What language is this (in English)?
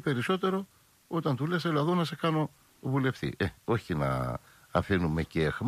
Greek